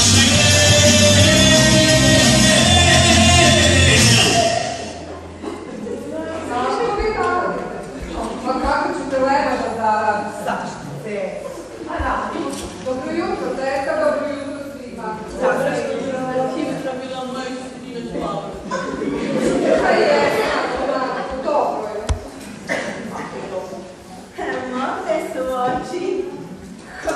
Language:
Croatian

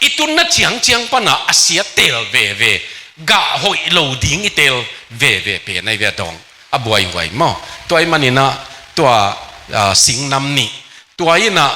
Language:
Tedim Chin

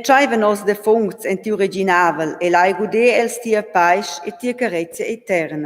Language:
Romansh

